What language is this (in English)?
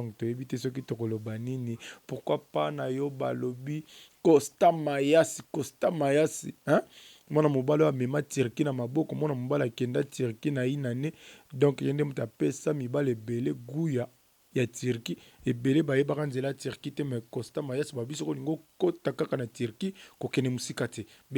Lingala